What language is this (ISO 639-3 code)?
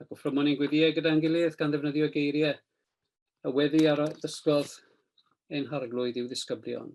cym